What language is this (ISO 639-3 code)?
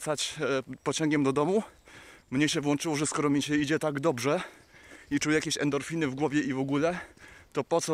pol